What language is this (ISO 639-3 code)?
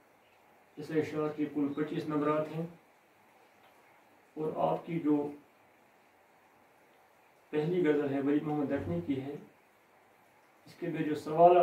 urd